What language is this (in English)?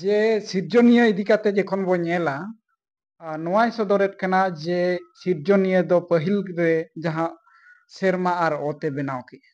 Santali